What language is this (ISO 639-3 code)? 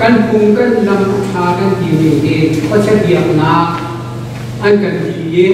cnh